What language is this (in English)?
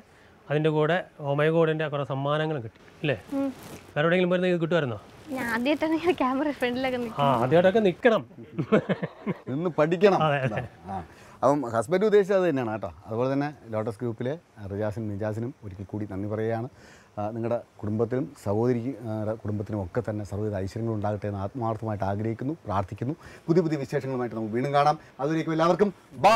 Malayalam